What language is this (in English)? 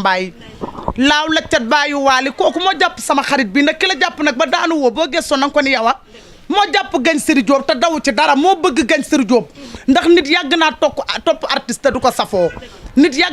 Wolof